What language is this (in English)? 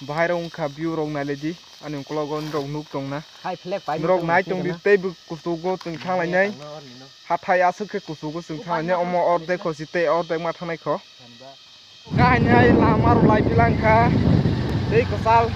Kok Borok